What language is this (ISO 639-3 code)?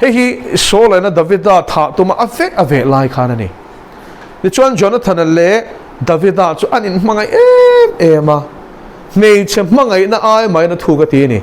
lus